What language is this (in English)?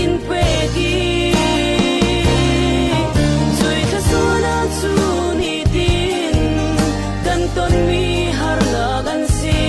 Falam Chin